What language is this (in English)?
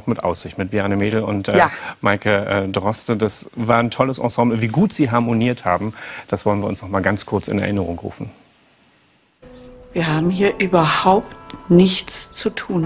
German